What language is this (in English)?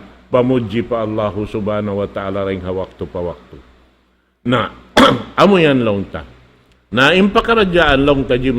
Tausug